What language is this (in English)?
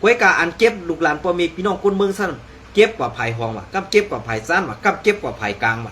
Shan